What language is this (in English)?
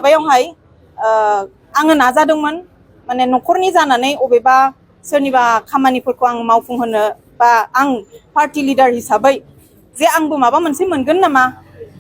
Bodo